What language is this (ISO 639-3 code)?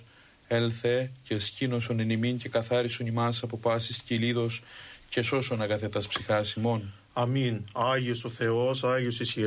ell